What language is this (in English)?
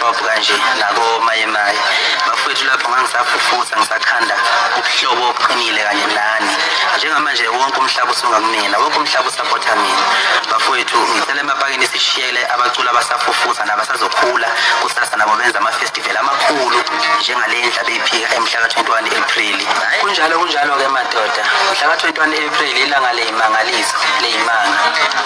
Zulu